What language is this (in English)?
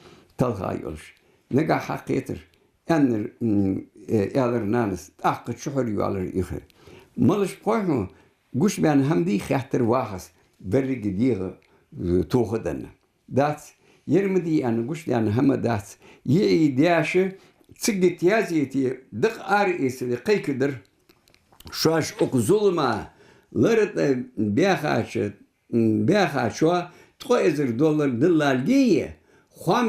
Ingush